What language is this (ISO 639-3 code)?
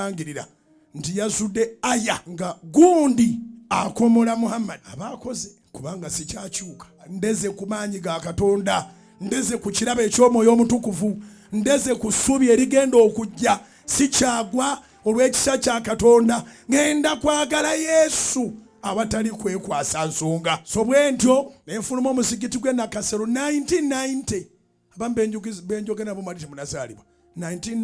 lug